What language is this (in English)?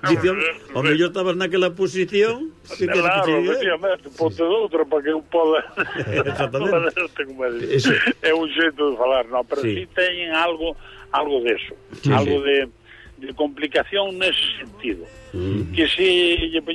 Galician